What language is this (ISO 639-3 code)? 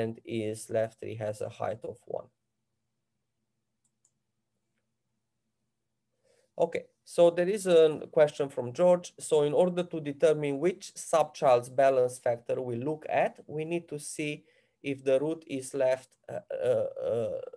eng